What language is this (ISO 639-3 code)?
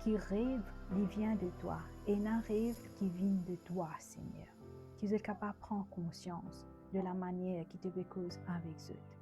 mfe